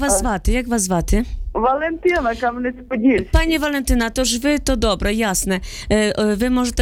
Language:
Ukrainian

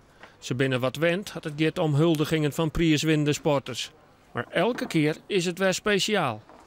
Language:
Western Frisian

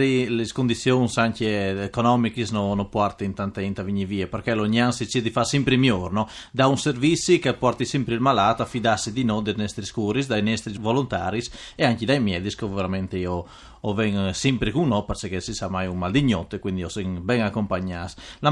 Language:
Friulian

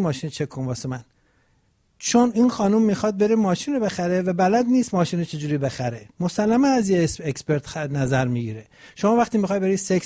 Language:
Persian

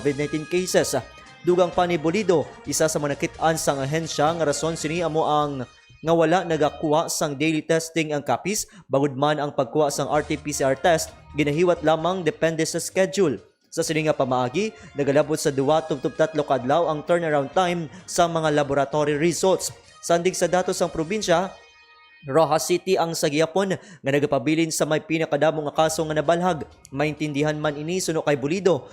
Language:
Hiligaynon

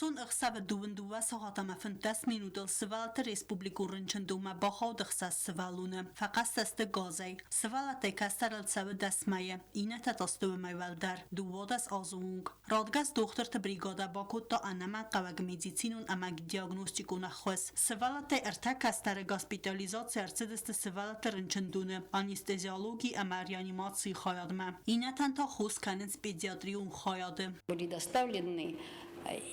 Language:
Ossetic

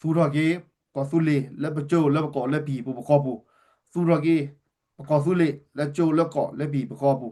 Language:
S'gaw Karen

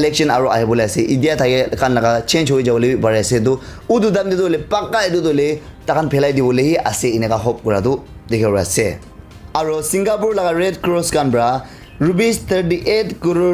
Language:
Naga Pidgin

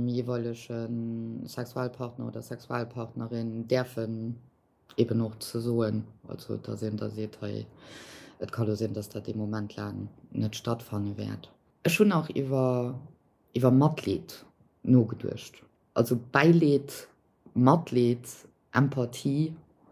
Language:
Luxembourgish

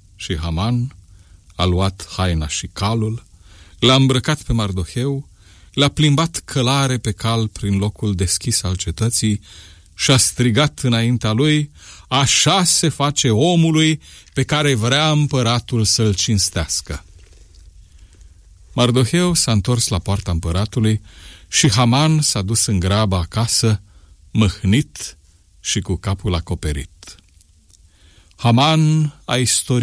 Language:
Romanian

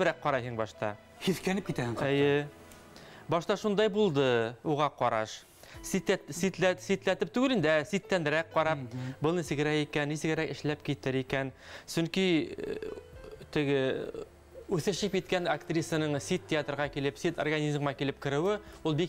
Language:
Bashkir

